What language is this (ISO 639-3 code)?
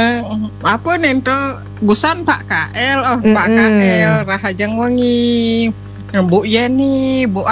ban